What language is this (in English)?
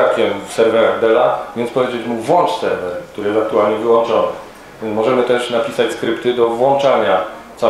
Polish